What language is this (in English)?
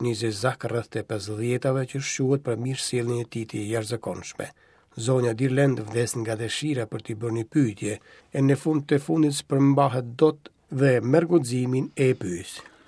Albanian